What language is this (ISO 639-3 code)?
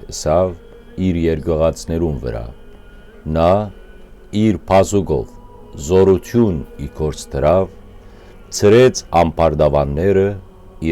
hyw